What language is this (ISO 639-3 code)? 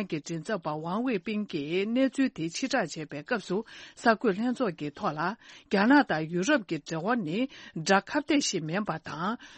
bod